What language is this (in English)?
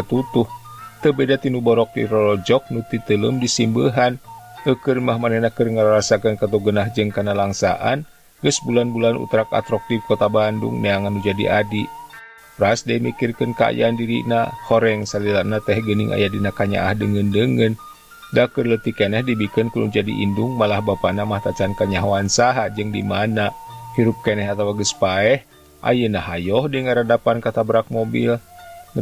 Sundanese